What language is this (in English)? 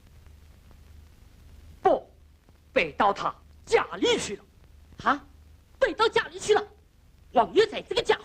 Wu Chinese